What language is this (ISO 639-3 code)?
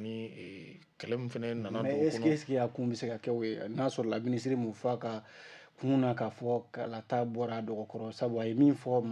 bam